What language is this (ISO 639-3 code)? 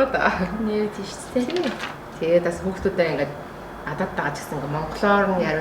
mon